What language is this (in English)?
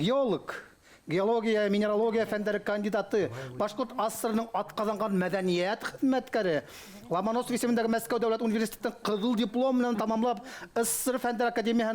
Bashkir